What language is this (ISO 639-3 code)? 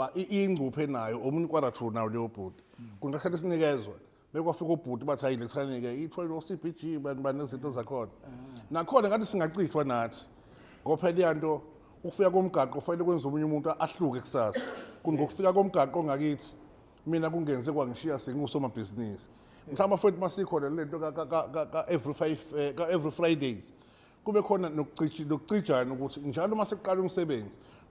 zul